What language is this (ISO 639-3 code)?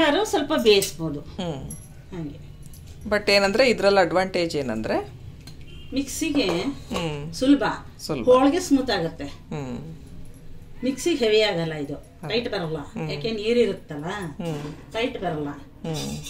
kan